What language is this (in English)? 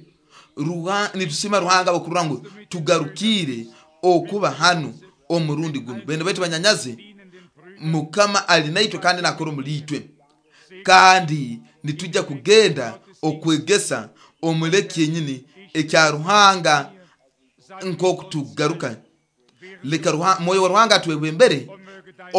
Nyoro